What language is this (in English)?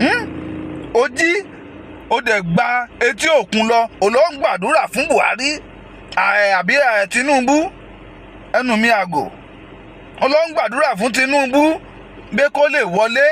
Yoruba